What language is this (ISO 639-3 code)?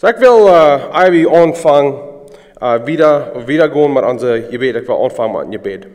pdt